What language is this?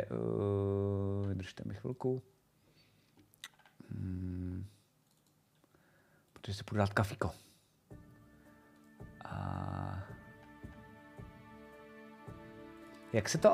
Czech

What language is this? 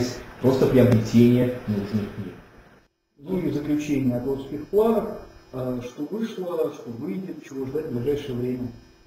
Russian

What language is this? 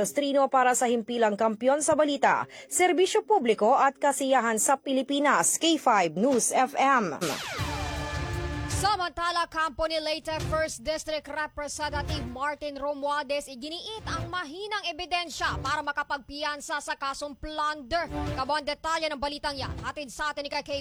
Filipino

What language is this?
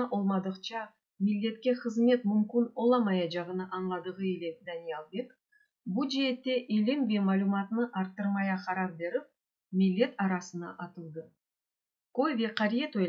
Crimean Tatar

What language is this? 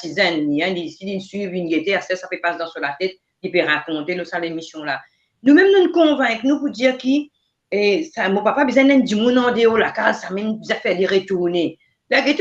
Morisyen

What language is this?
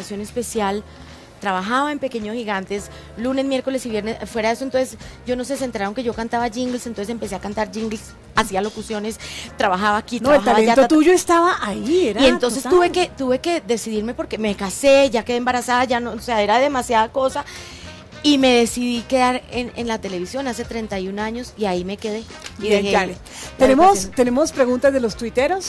Spanish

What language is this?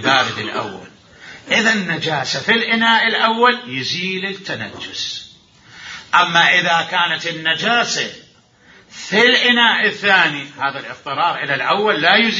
Mesopotamian Arabic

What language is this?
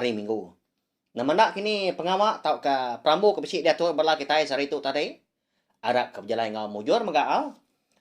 Iban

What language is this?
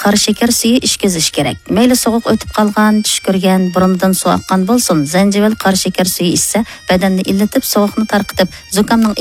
Uyghur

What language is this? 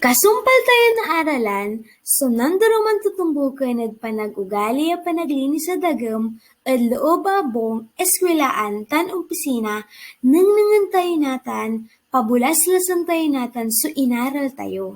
Pangasinan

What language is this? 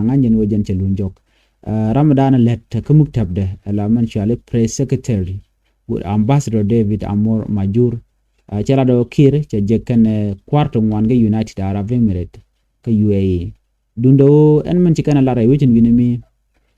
Nuer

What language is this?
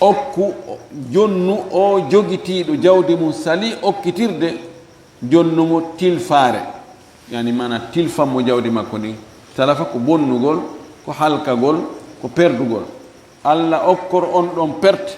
Fula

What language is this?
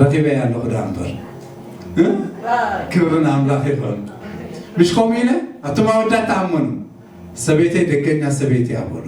Tigrinya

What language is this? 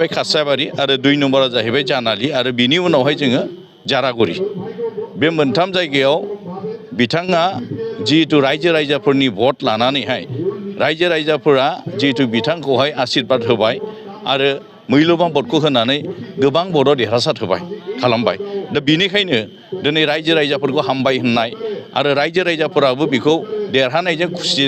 Bodo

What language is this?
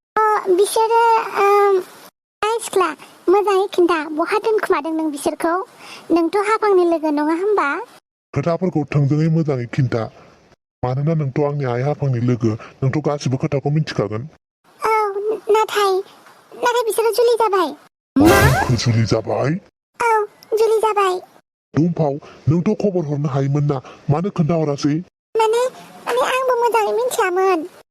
Bodo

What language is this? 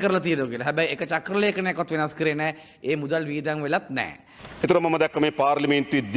Sinhala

